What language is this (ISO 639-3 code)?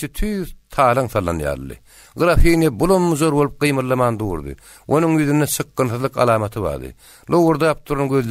tuk